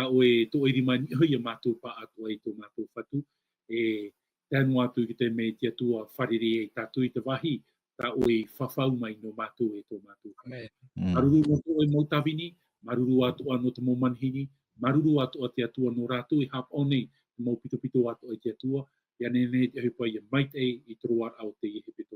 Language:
Tahitian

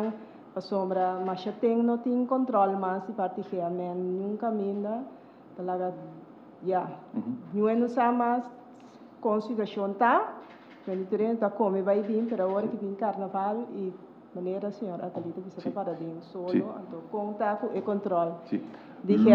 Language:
Papiamento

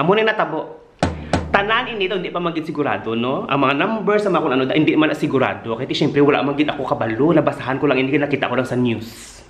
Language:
Hiligaynon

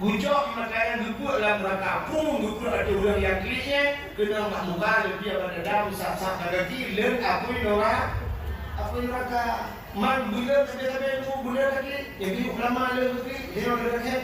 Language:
Achinese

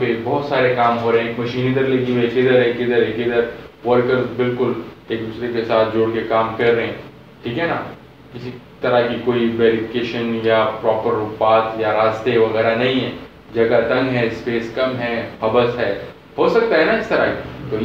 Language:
Urdu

